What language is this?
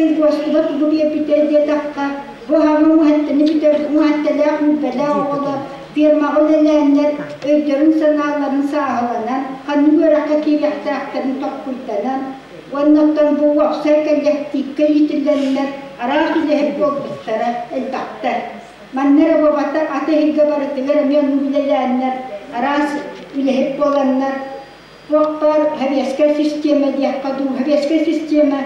Yakut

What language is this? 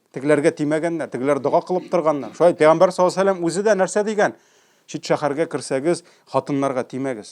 Tatar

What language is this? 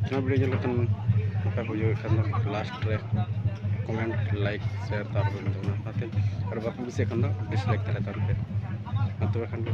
Santali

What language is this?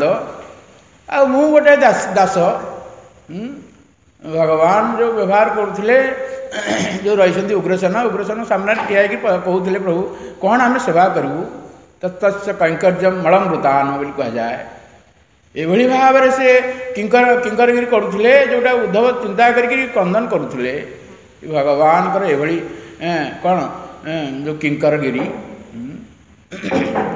Odia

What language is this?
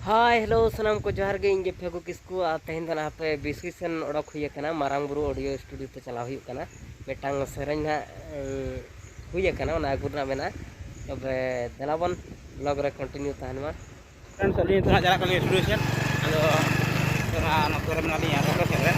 Santali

